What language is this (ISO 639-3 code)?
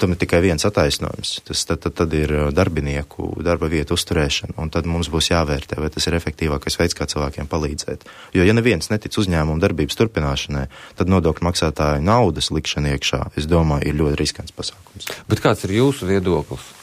lav